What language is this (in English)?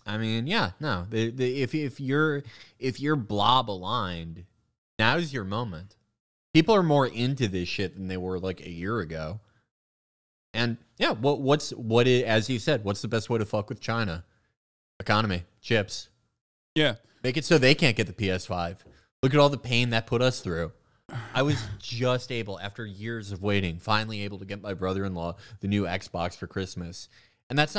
English